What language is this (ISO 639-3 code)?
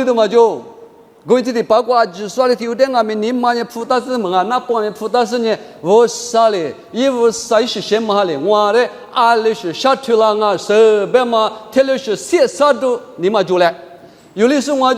lis